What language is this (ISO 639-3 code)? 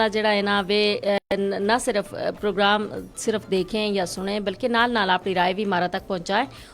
gju